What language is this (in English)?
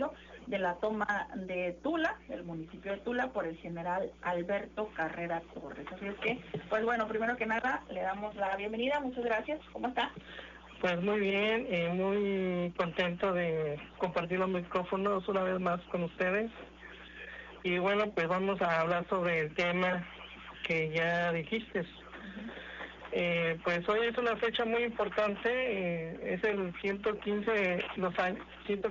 Spanish